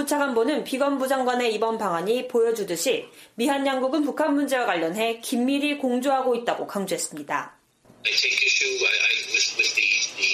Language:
Korean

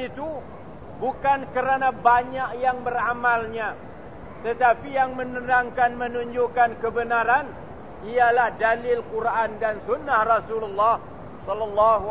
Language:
Malay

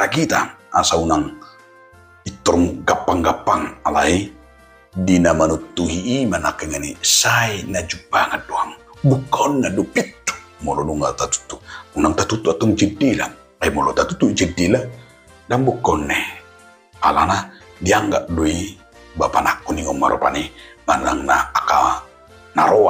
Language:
Batak Toba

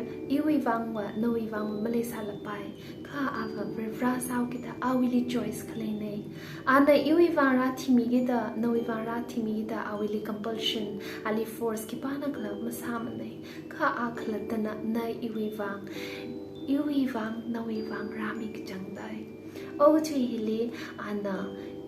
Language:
Tangkhul Naga (India)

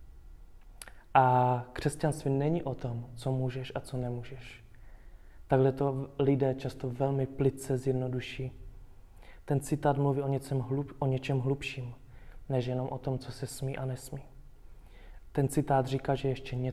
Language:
Czech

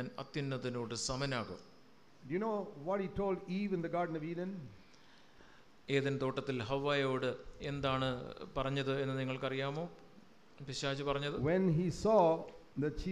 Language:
Malayalam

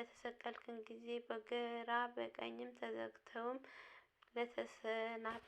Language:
Amharic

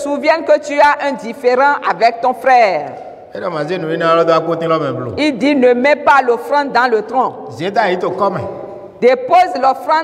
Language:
French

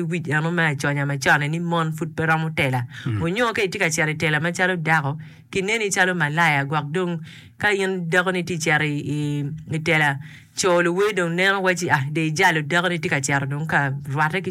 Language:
Acoli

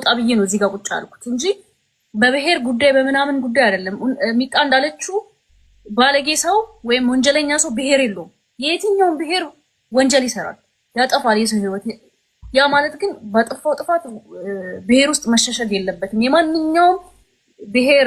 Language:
Amharic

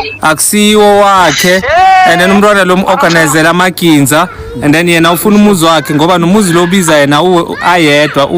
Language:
Zulu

